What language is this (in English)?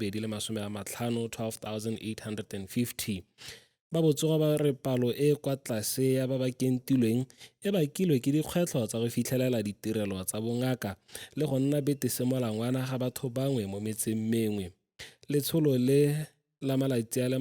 Tswana